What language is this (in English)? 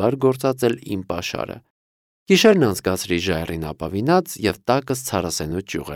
Armenian